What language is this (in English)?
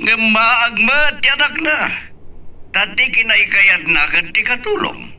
Iloko